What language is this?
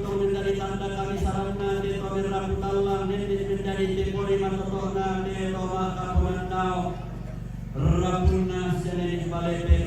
Toraja-Sa'dan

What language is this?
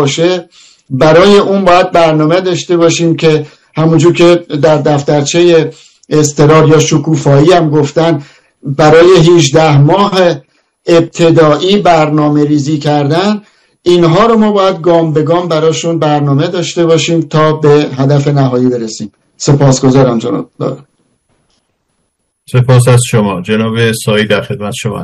Persian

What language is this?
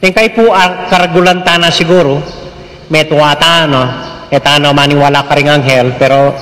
Pampanga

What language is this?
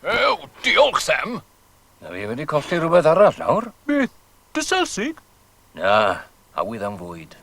Welsh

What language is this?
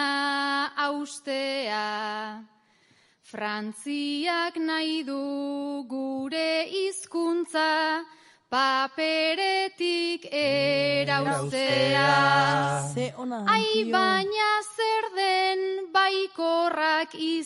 Basque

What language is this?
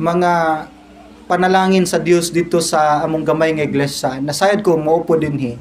Cebuano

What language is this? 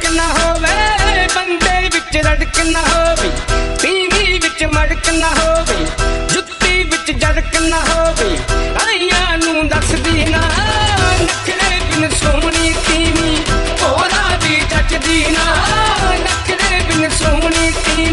Punjabi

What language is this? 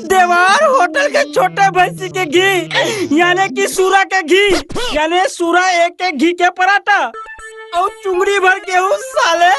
Chhattisgarhi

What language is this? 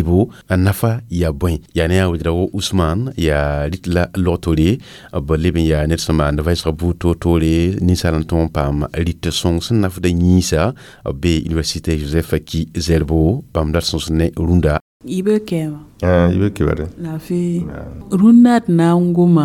Mossi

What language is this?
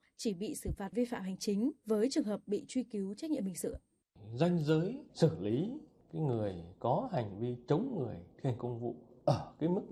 Vietnamese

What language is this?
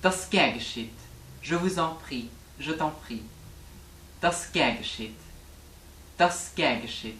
Luxembourgish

